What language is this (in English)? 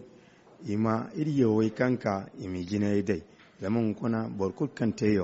Zarma